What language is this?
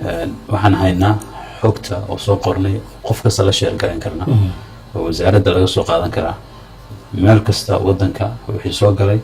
Somali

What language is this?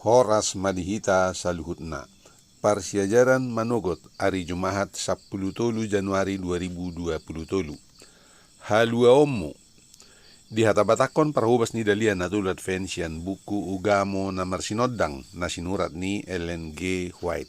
Batak Toba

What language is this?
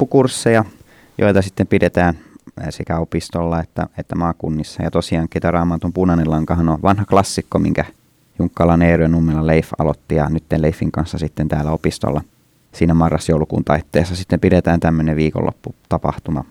Finnish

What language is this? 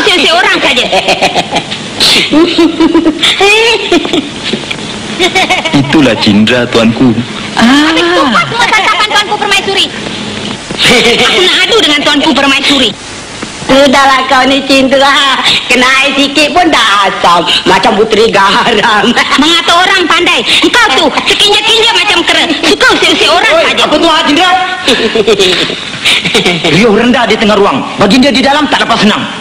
Malay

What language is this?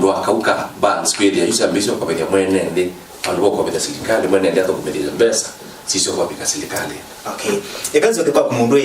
Kamba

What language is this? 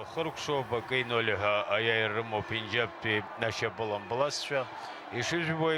Abkhazian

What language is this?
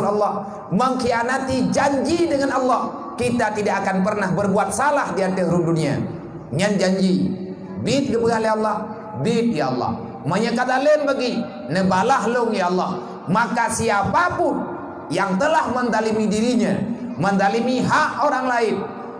Achinese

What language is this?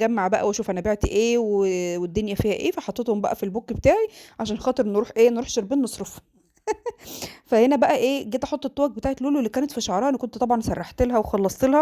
Egyptian Arabic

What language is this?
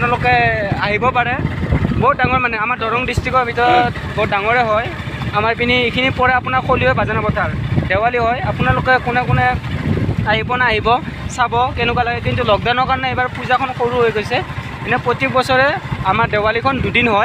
Assamese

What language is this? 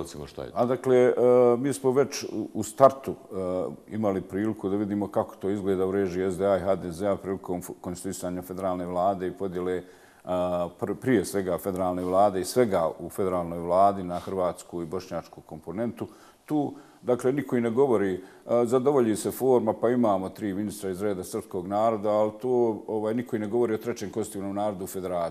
Bosnian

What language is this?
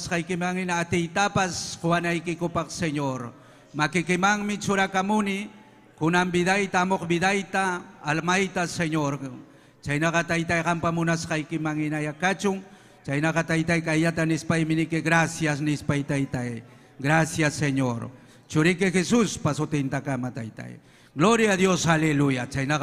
Ayacucho Quechua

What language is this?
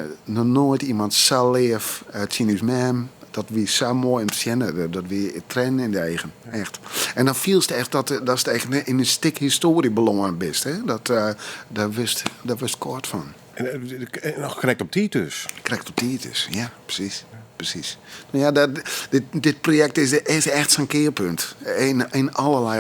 Western Frisian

